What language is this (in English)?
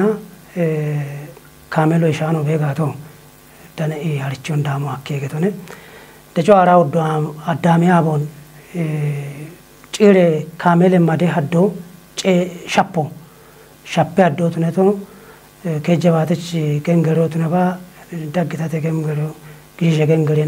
Kafa